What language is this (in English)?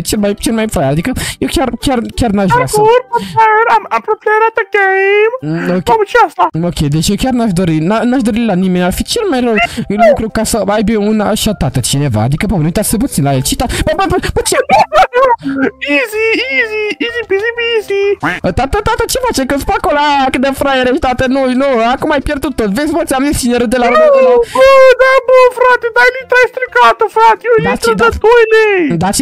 Romanian